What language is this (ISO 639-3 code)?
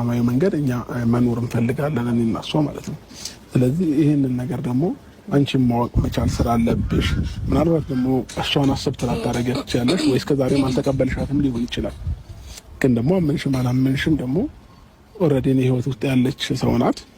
amh